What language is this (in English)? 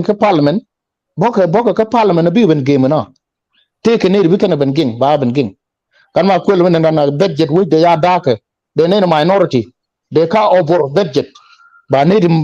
Nuer